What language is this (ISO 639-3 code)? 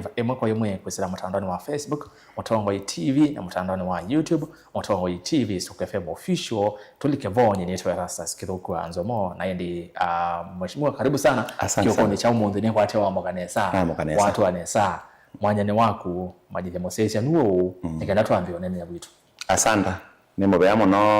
kam